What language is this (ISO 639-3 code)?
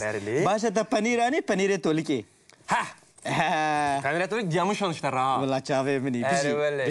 kur